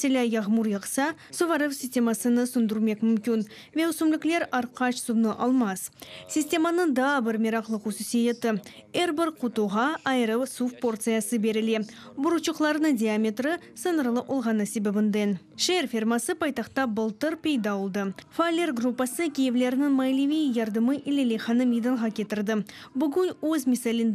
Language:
Crimean Tatar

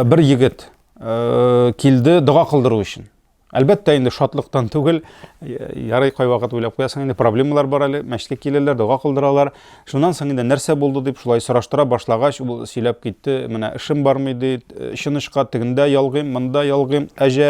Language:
Tatar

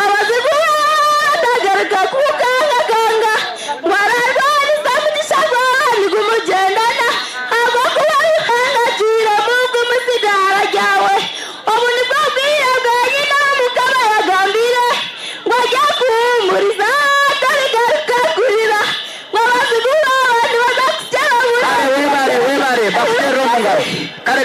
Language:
Nyankole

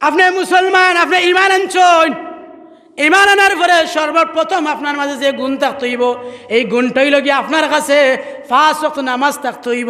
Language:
Sylheti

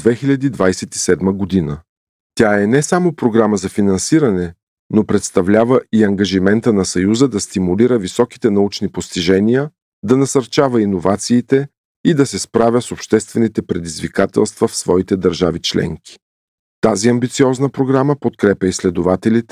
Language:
Bulgarian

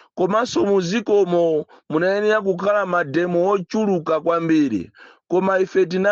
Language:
Nyanja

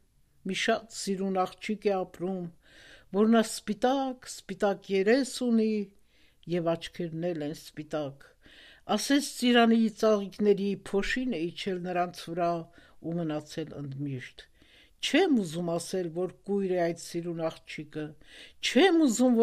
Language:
Armenian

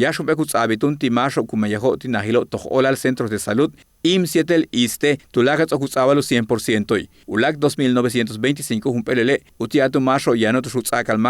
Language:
Yucateco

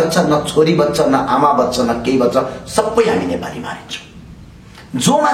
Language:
Nepali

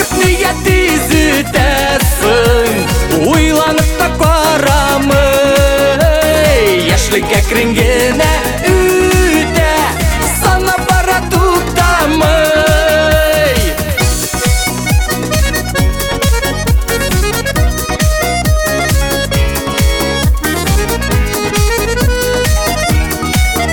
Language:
Kazakh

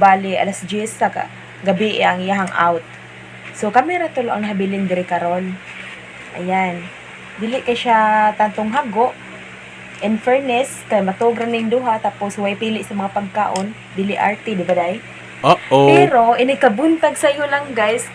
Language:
Cebuano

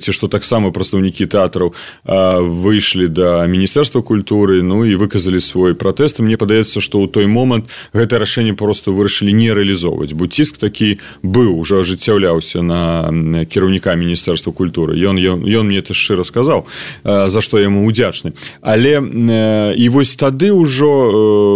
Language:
Belarusian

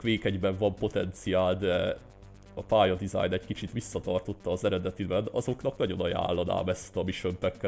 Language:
Hungarian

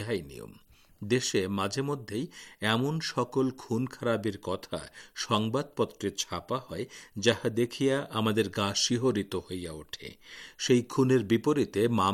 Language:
Bangla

